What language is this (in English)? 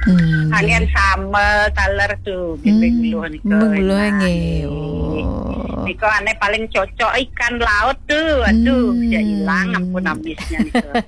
Balinese